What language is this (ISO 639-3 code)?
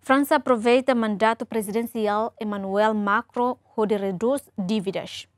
tet